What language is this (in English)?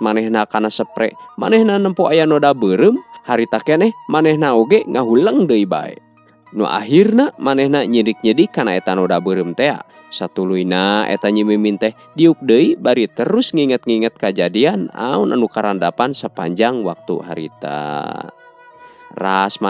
Sundanese